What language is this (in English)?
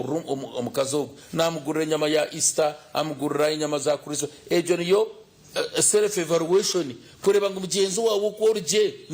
Nyankole